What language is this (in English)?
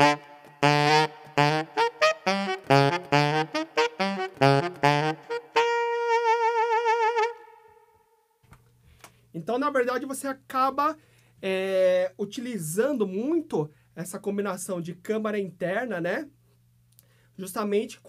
Portuguese